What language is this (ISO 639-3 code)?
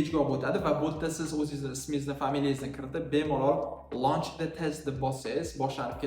uzb